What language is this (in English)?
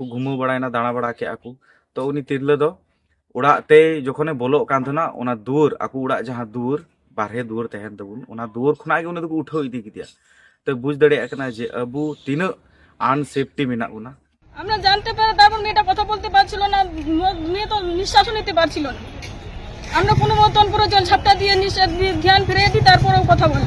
Santali